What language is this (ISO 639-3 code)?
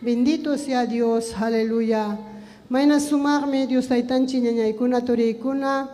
quy